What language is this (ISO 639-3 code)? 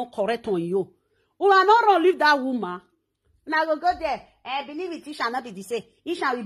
pcm